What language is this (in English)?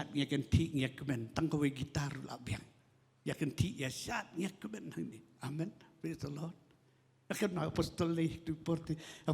Khasi